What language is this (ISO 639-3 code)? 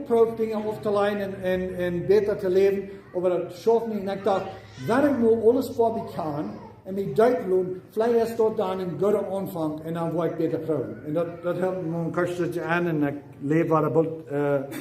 pdt